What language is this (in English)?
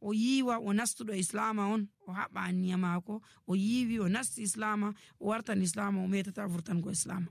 Nigerian Fulfulde